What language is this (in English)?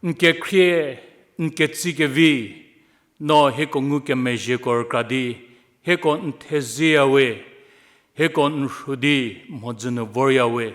Angami Naga